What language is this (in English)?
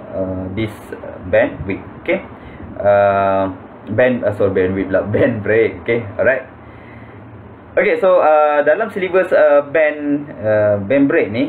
Malay